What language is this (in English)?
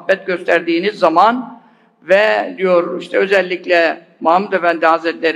Turkish